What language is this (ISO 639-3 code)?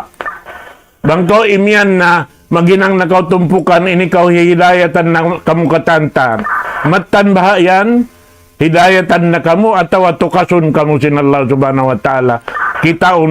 tsg